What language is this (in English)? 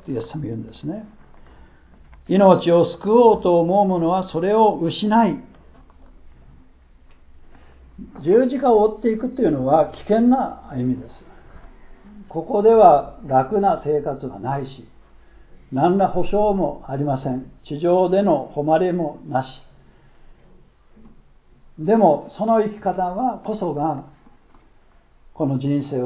Japanese